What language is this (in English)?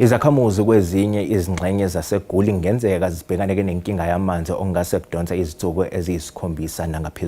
Zulu